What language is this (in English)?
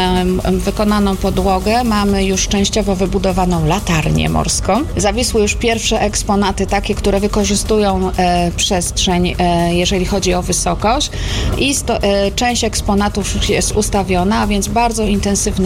Polish